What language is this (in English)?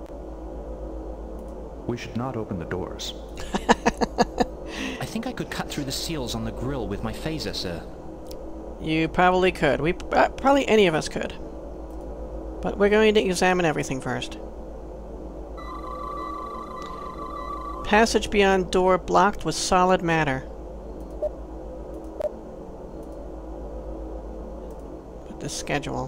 English